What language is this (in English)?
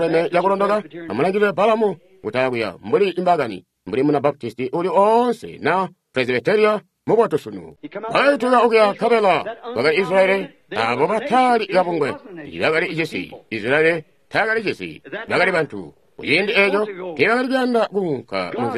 Tonga (Zambia)